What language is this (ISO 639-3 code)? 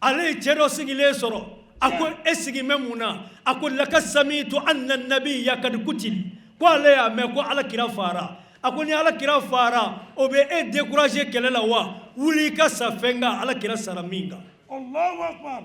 bam